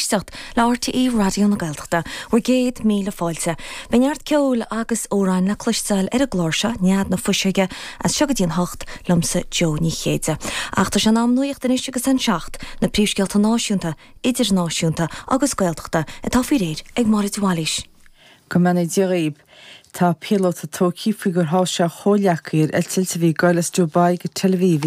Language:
Irish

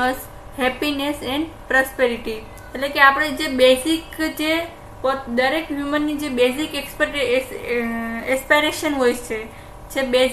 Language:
Gujarati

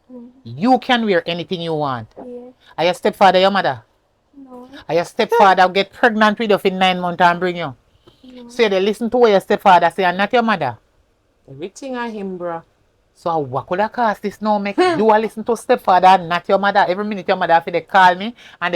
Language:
Jamaican Creole English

